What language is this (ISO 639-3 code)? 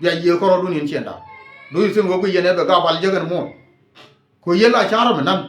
nus